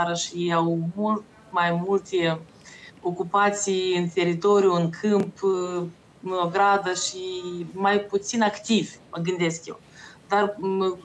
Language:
Romanian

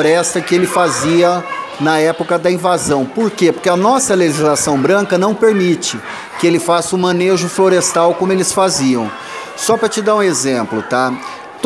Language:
Portuguese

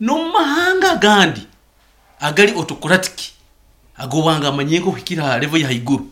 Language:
Nyankole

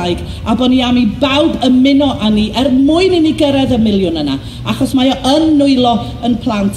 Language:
Welsh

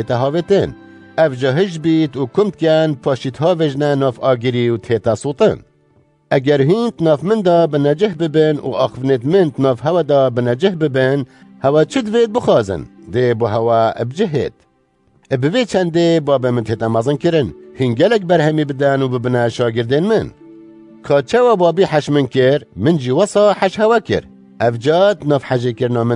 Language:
Kurdish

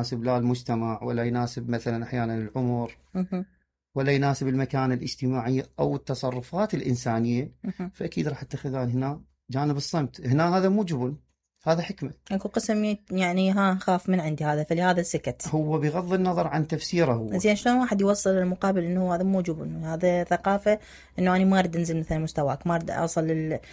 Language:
Mesopotamian Arabic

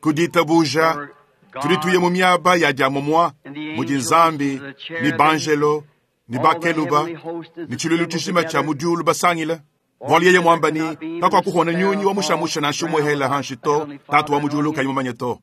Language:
Luba-Lulua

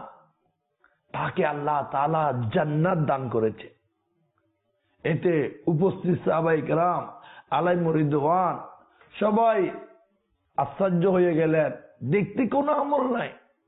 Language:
Bangla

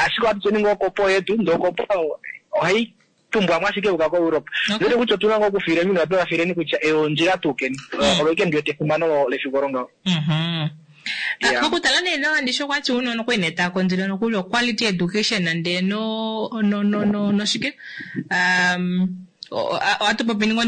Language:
Kuanyama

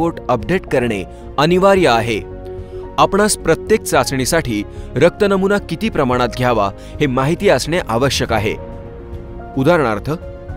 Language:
Marathi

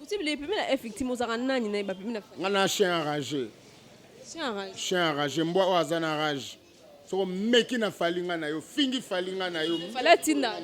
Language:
Lingala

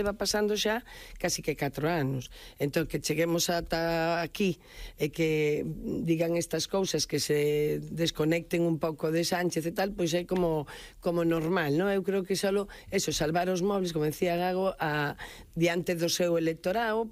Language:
Galician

